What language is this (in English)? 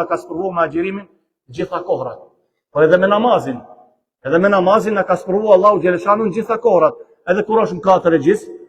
Albanian